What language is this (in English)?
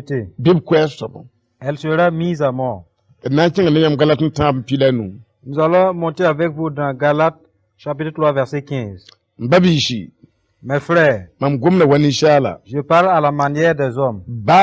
Mossi